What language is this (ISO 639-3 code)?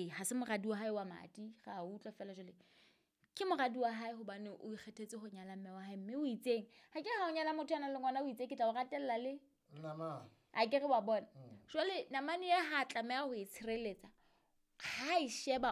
sot